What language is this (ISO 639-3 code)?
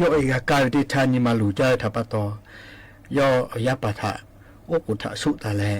lhu